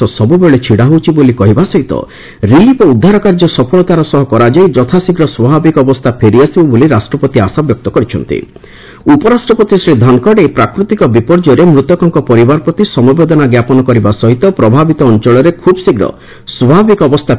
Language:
Odia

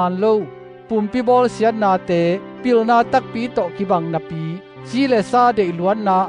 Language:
Tedim Chin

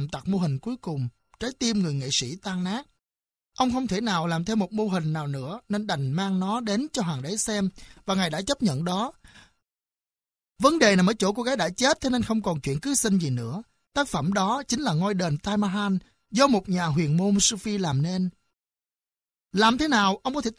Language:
Vietnamese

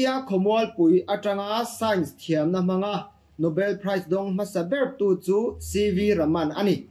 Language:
Mizo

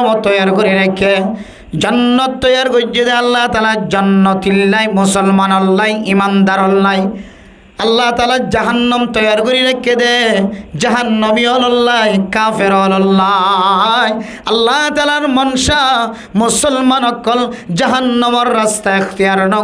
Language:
Rohingya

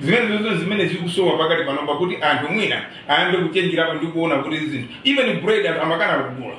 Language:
Nyanja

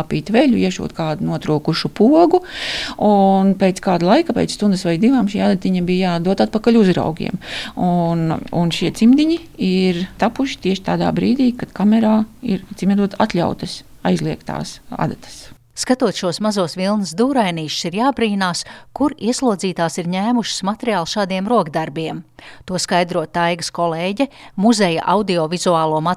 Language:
Latvian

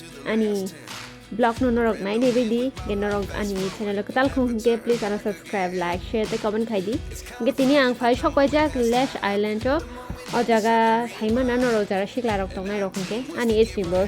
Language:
Kok Borok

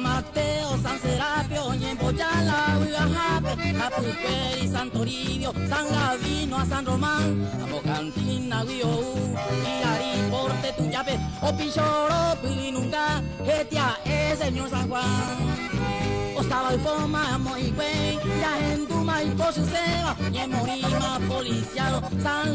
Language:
Guarani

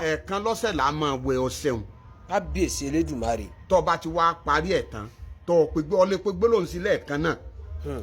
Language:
Yoruba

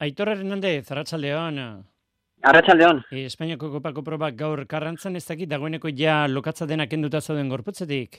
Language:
Basque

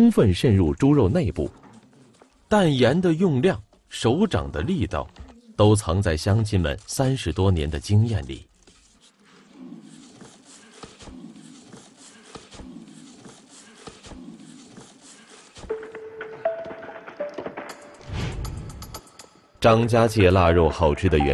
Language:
Chinese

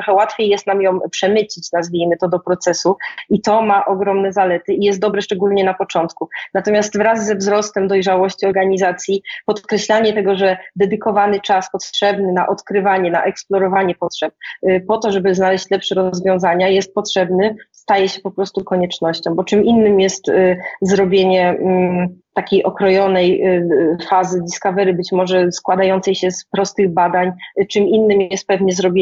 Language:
Polish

